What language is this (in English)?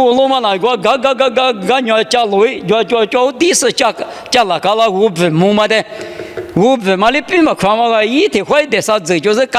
Lisu